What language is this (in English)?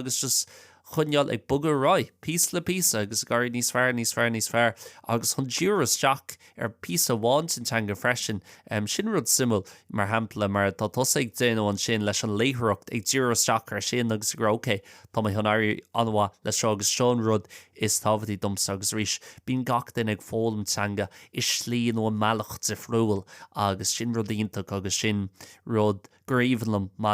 Irish